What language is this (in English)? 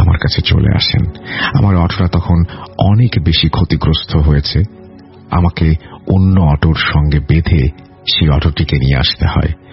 Bangla